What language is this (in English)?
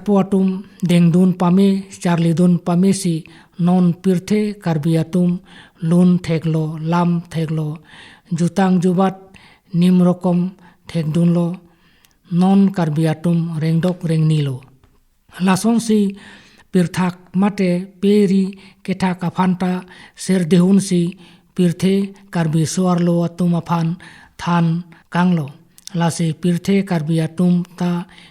Karbi